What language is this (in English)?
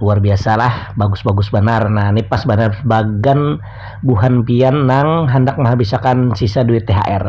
Banjar